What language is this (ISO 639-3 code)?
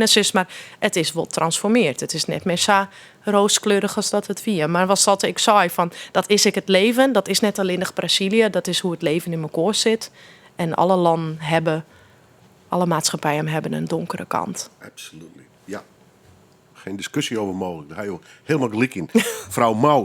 fry